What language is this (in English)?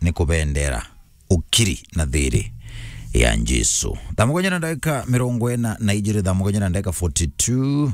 Meru